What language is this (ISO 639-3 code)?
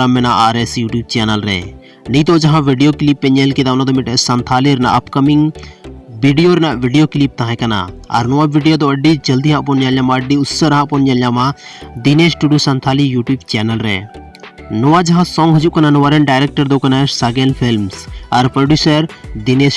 sat